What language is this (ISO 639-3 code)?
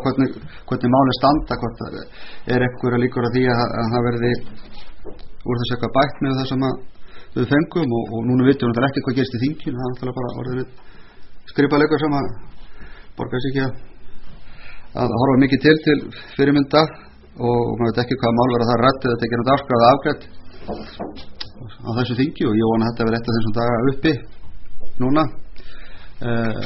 isl